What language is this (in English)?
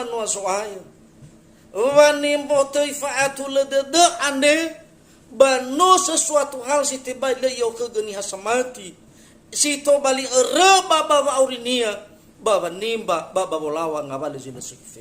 Nias